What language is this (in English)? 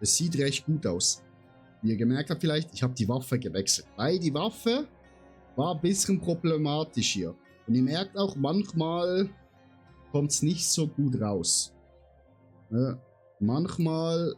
Swiss German